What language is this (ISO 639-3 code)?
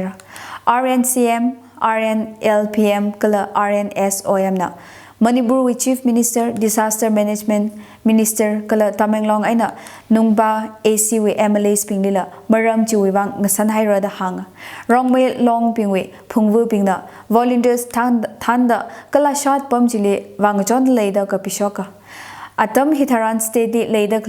nmf